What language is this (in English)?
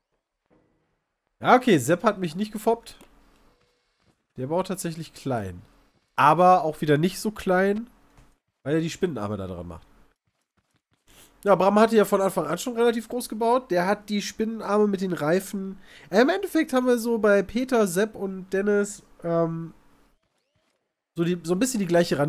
German